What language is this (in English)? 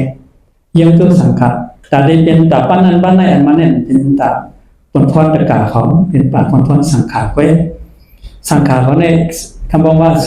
Shan